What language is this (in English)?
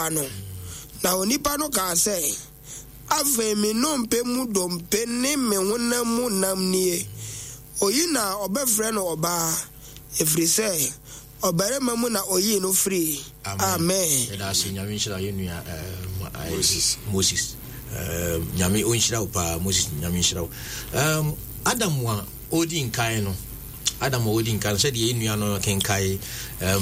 Akan